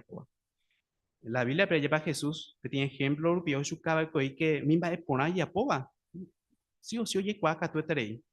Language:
Guarani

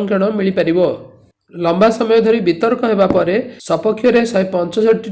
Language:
Odia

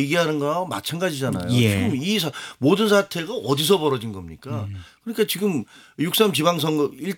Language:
Korean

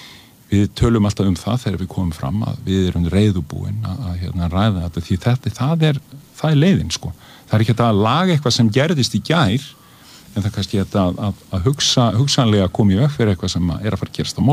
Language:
Icelandic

